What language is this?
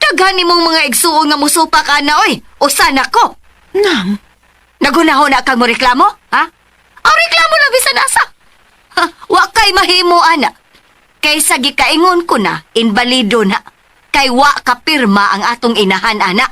Cebuano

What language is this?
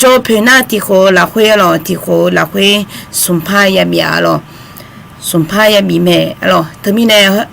Akha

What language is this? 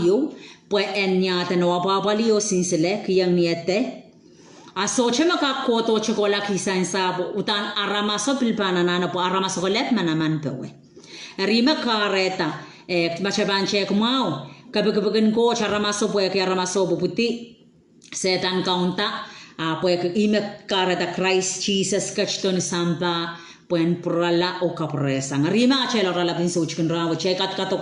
Pohnpeian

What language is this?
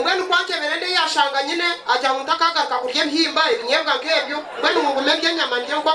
Nyankole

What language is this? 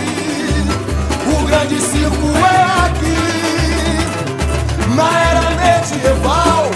Portuguese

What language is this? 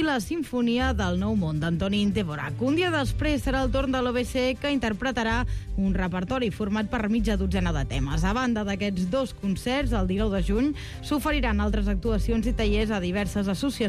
Catalan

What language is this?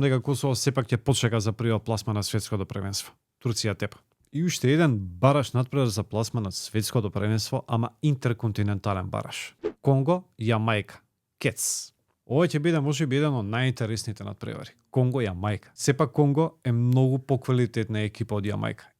Macedonian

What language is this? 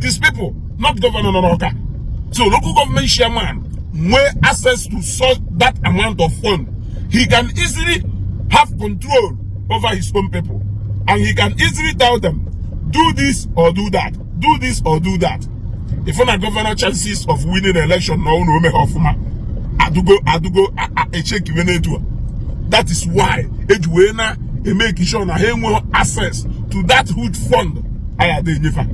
Igbo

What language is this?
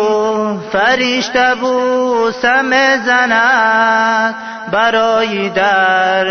Tajik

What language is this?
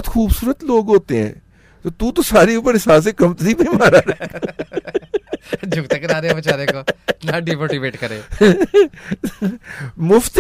Urdu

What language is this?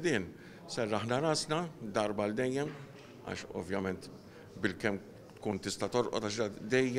Maltese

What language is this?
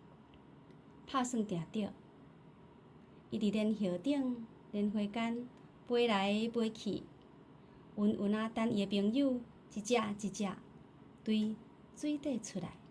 Min Nan Chinese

